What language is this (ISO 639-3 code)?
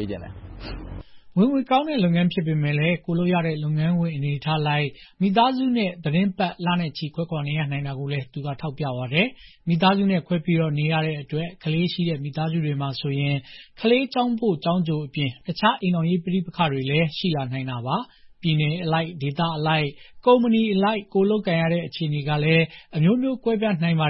mya